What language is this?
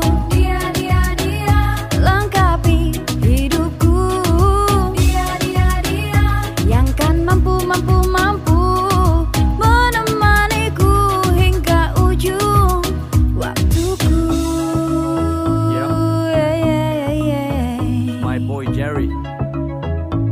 Indonesian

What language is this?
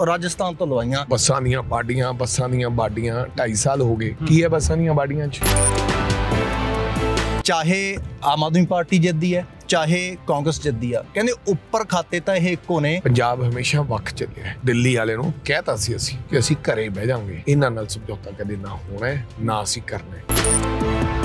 Punjabi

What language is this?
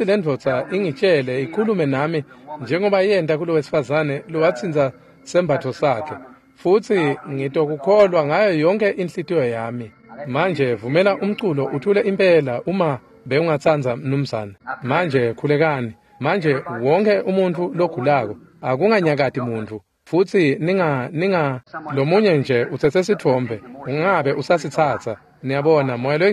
Swati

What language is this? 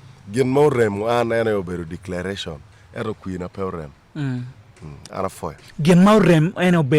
Acoli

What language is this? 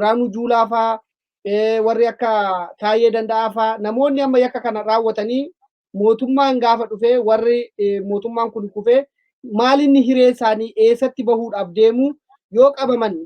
Oromo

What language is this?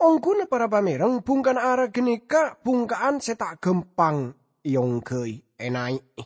Madurese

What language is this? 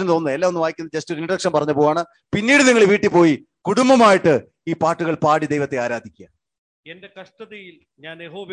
Malayalam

